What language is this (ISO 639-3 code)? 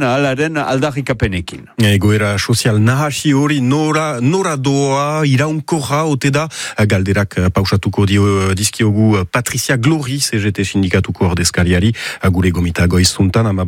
eus